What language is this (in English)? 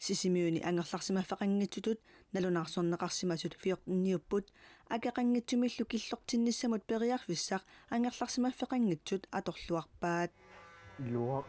Kalaallisut